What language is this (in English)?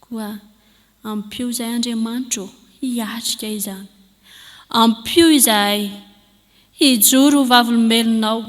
Malagasy